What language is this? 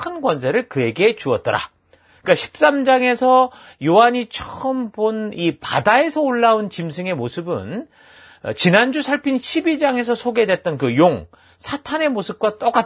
Korean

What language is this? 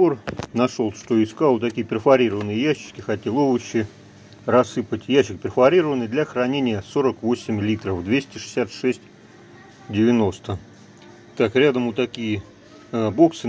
Russian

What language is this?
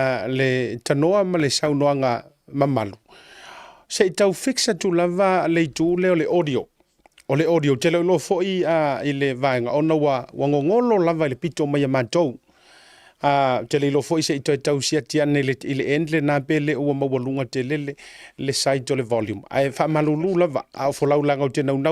Samoan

